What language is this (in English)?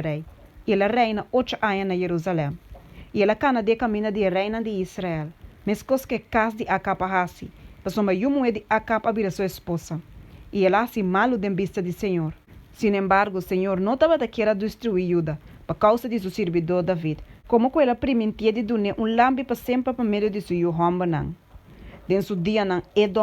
Papiamento